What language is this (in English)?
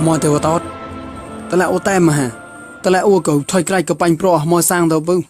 Mon